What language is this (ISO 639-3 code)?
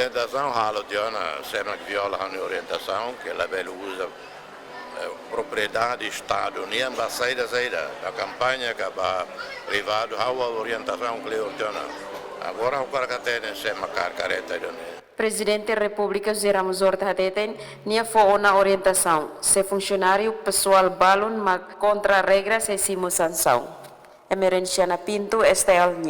tet